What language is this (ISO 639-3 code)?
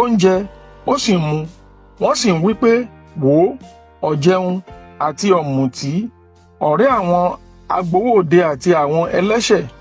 yor